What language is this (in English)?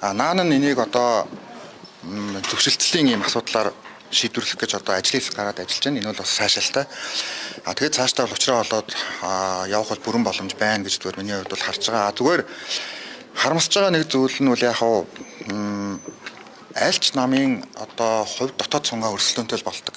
Mongolian